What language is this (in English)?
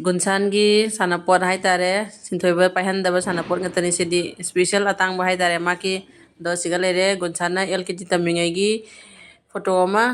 Manipuri